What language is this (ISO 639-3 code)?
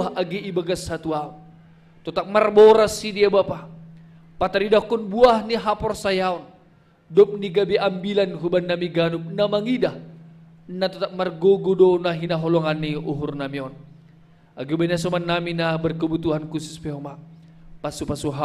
bts